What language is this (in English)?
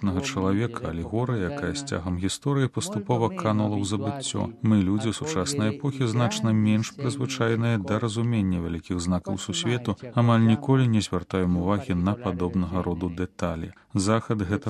Belarusian